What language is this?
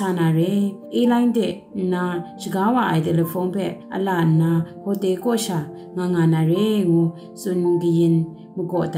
Kachin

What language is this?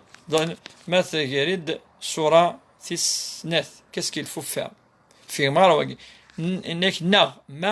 Kabyle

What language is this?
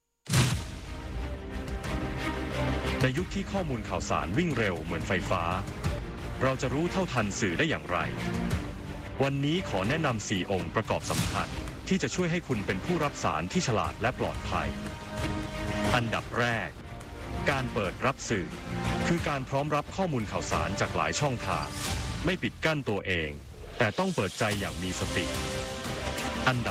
Thai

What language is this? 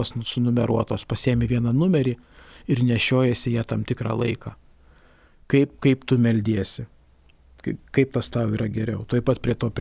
Lithuanian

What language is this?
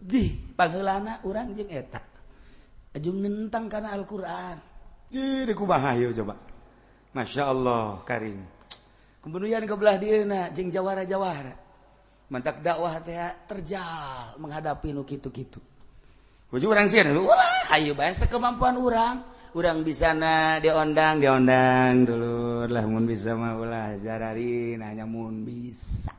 Sundanese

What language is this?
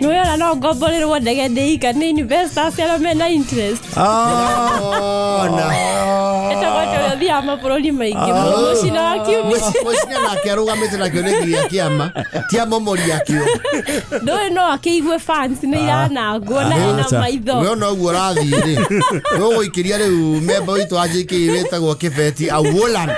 Kikuyu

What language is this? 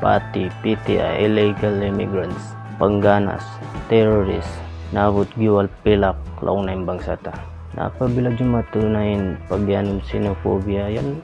Tausug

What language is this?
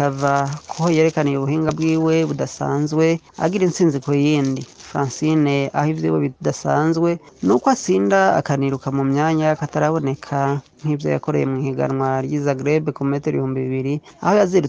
Rundi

